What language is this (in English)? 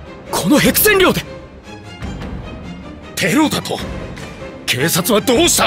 Japanese